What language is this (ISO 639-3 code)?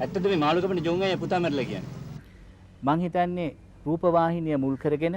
sin